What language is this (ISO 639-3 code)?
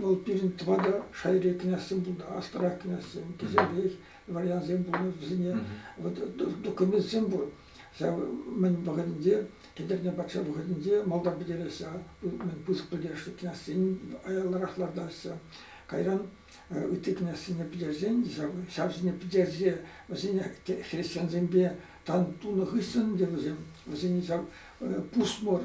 chv